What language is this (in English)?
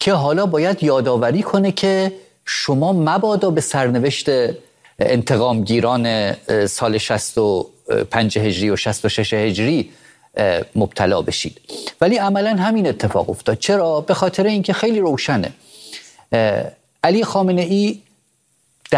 Persian